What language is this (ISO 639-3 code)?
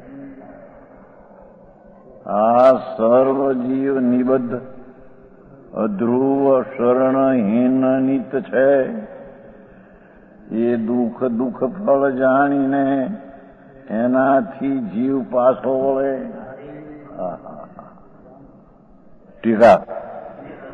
guj